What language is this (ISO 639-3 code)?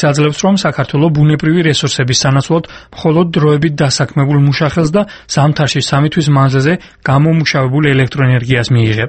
kat